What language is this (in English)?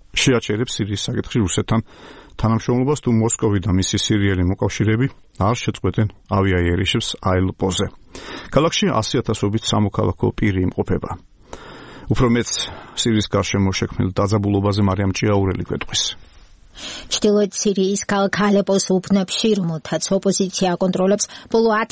Georgian